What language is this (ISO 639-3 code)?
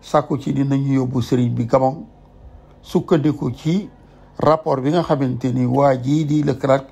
wol